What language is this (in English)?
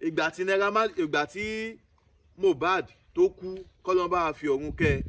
Yoruba